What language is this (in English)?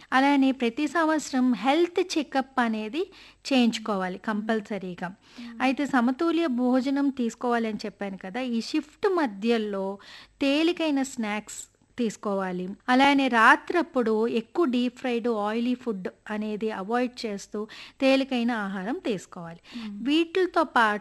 Telugu